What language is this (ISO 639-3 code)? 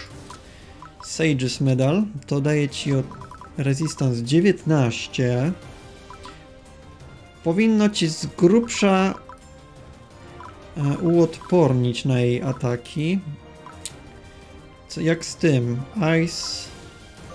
pol